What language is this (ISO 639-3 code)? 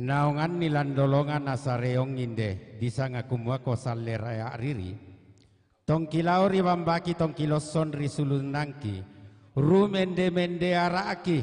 sda